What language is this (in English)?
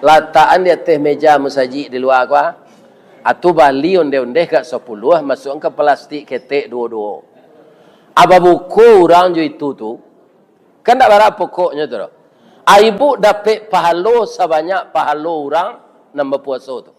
Minangkabau